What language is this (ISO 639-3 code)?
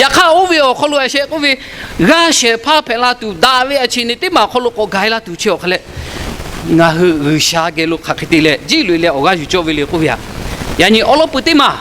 lhu